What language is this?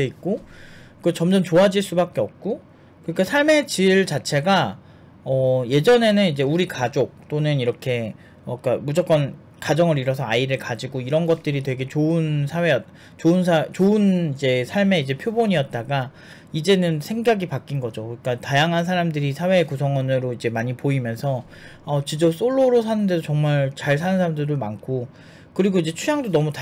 Korean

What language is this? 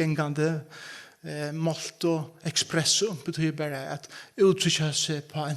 Faroese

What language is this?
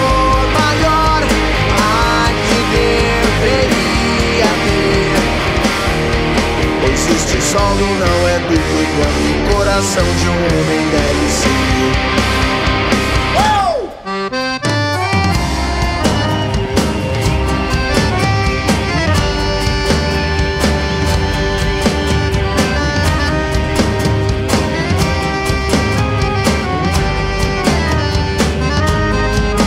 Portuguese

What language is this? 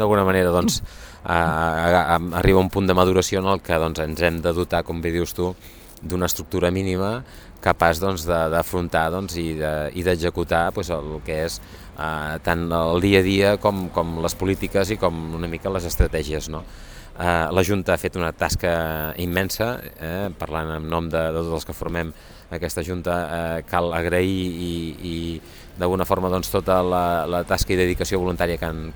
Catalan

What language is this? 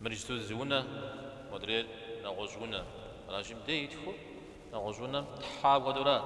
Kabardian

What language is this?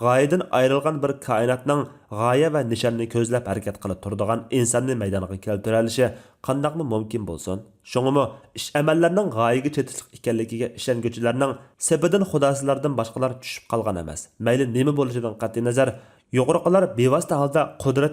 Uyghur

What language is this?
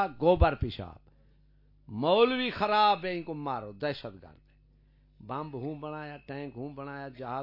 Saraiki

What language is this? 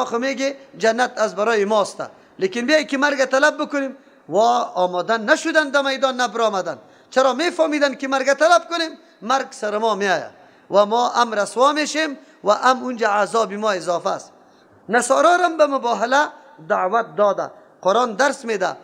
Persian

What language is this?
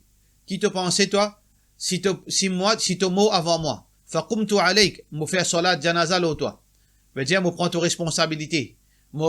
Morisyen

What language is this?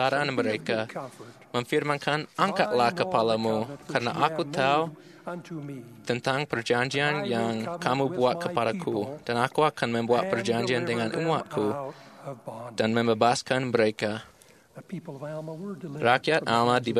Indonesian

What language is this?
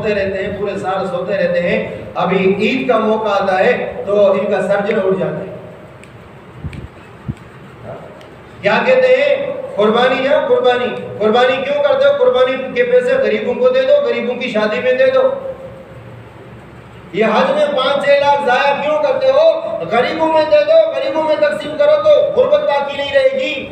Urdu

